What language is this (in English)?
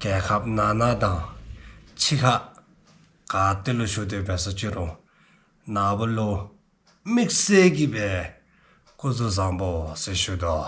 Dzongkha